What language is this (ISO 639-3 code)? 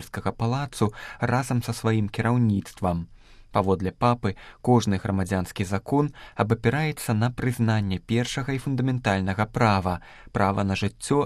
bel